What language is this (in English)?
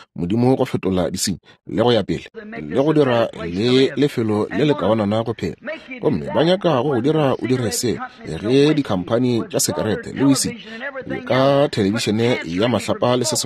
Northern Sotho